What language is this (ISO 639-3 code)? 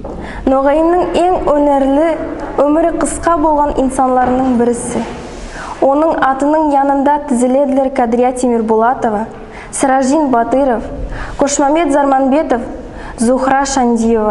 nog